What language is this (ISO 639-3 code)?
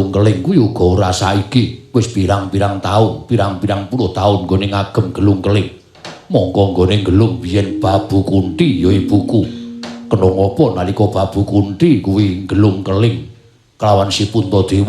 jav